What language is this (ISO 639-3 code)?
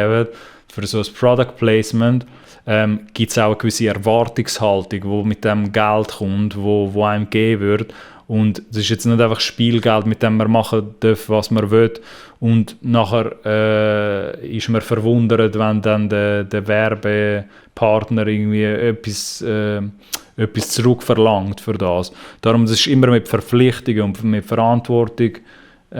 gsw